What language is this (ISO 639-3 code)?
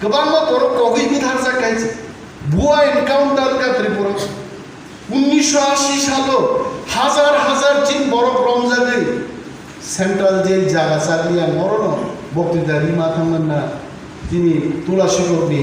trp